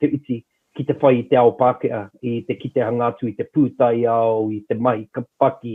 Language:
Māori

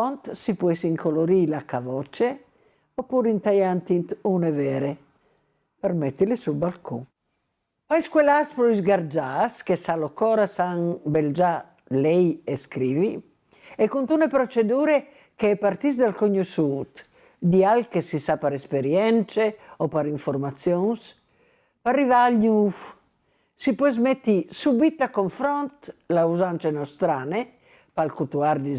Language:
Friulian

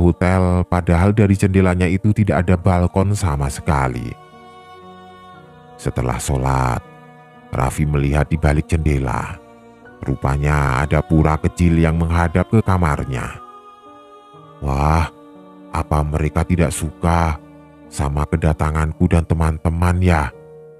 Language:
Indonesian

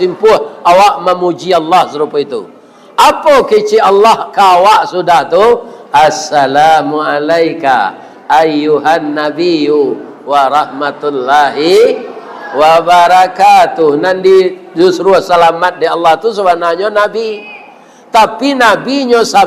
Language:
Minangkabau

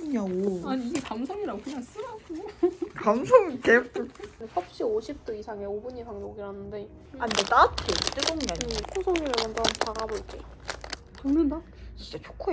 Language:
Korean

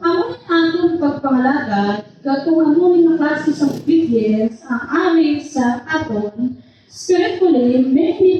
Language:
Hiligaynon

